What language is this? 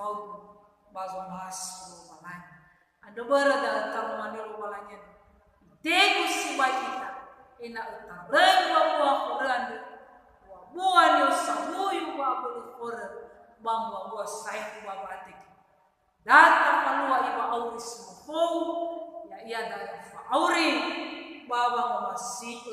Nias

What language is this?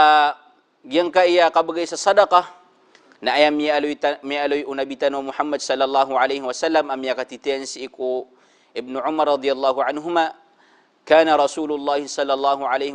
Maranao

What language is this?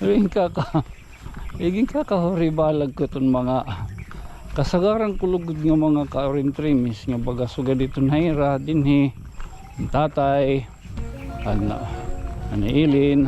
Waray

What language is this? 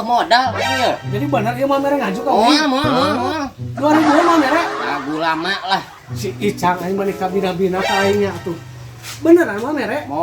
Sundanese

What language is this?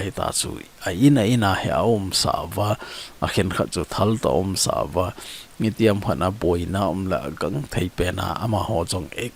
Thado Chin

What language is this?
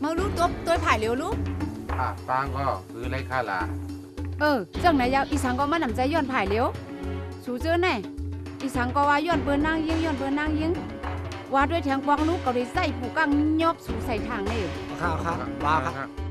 Shan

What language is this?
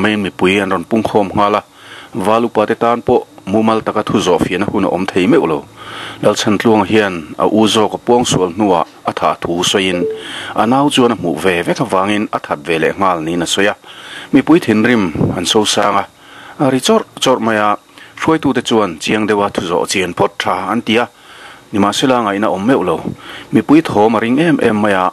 Mizo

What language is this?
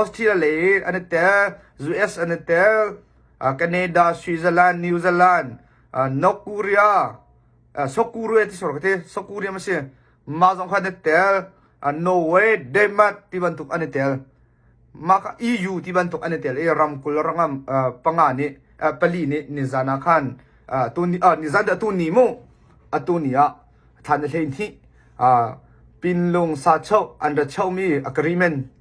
Hakha Chin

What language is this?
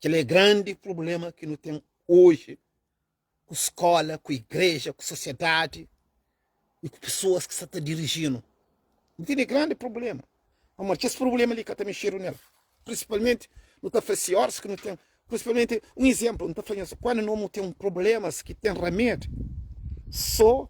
Kabuverdianu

